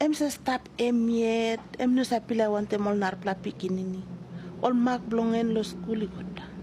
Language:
Tok Pisin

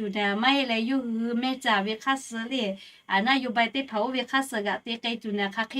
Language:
Lahu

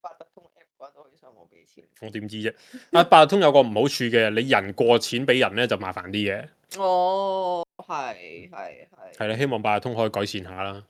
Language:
Cantonese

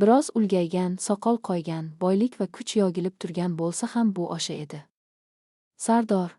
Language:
Uzbek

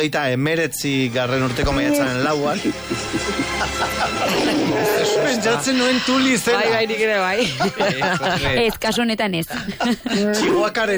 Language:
Basque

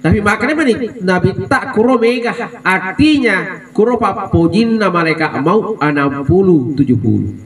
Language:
Buginese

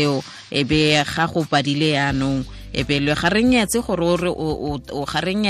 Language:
Tswana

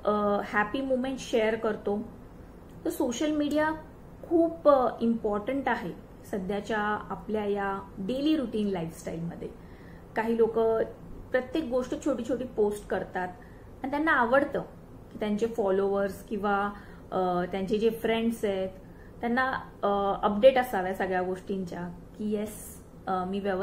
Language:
Marathi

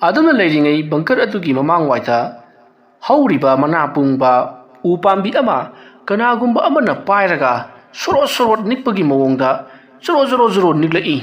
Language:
Manipuri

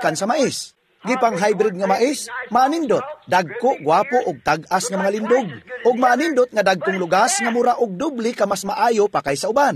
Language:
Cebuano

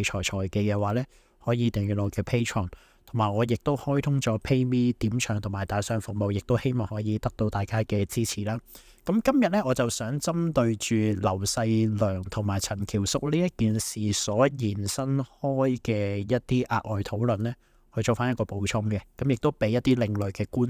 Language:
Cantonese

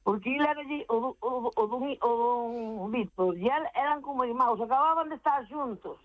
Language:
Galician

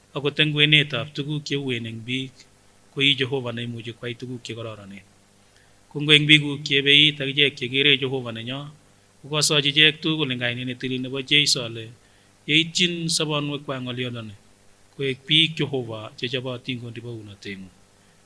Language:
Kipsigis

